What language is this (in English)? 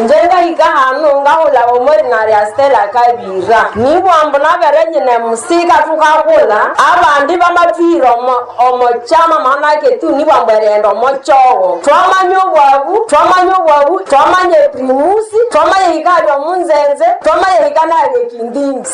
Nande